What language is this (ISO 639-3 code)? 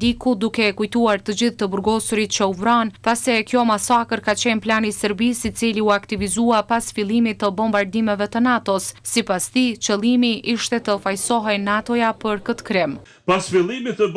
sqi